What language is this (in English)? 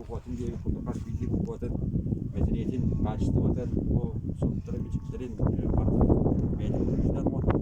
Yakut